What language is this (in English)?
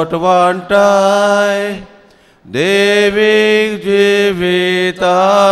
Konkani